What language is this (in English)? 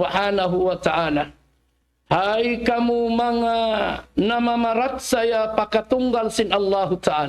Tausug